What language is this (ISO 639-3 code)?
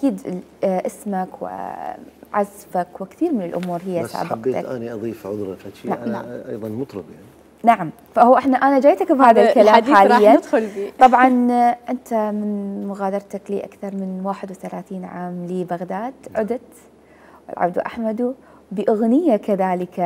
acm